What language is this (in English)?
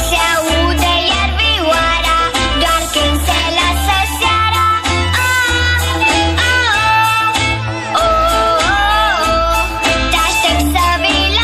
Romanian